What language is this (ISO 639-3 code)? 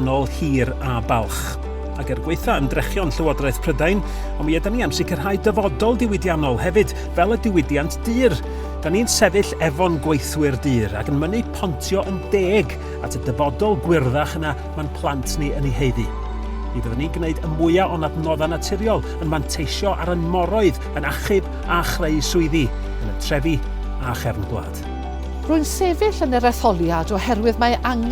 cym